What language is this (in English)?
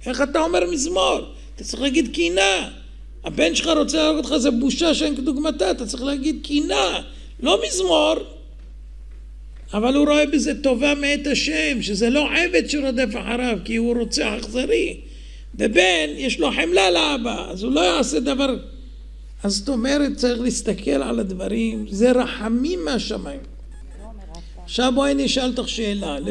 Hebrew